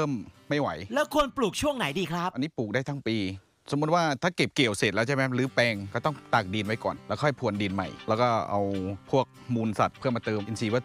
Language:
Thai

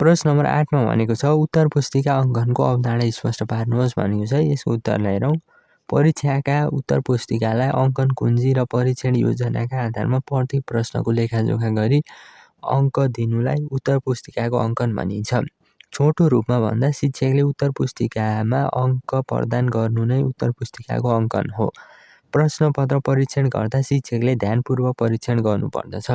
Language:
Nepali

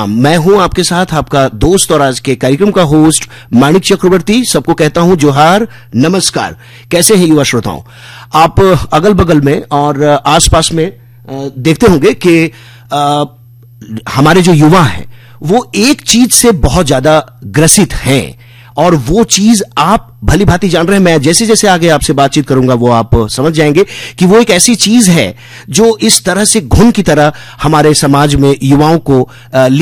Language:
Hindi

